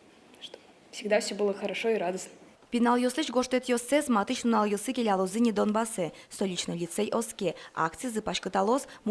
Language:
Udmurt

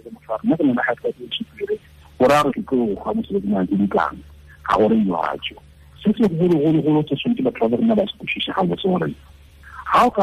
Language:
Tswana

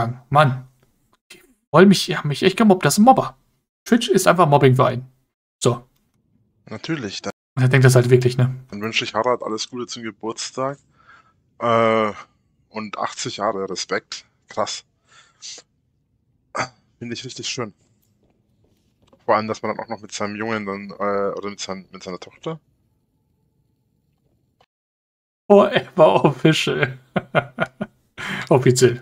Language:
German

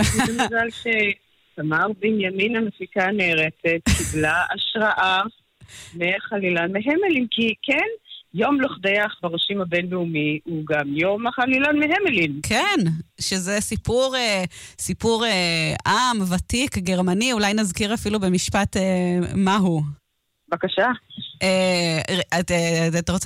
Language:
Hebrew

